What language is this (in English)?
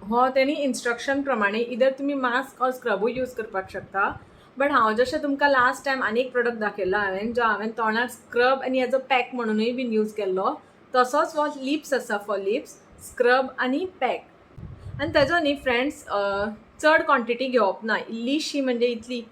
Konkani